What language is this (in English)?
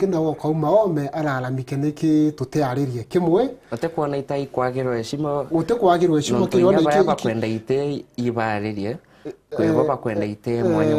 Meru